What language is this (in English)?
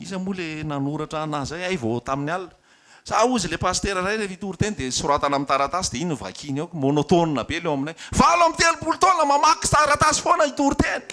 Malagasy